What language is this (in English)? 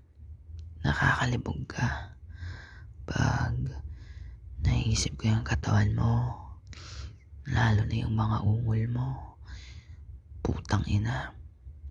Filipino